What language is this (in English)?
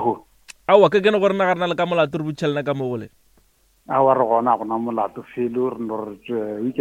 Northern Sotho